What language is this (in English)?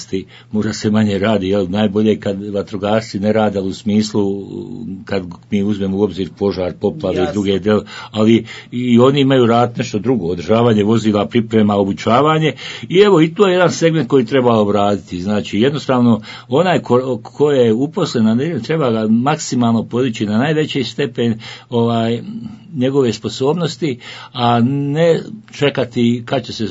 Bosnian